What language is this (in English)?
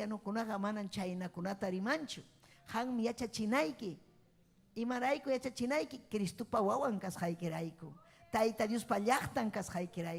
Ayacucho Quechua